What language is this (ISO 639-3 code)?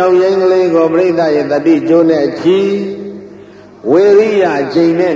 mya